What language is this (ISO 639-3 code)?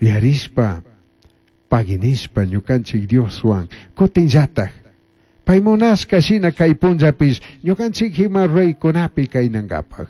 qug